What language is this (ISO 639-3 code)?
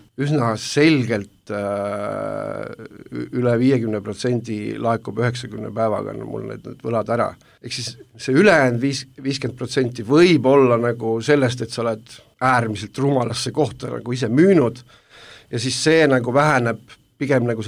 est